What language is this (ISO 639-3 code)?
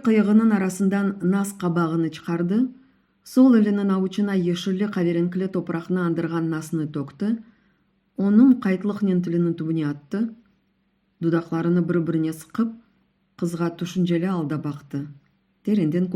crh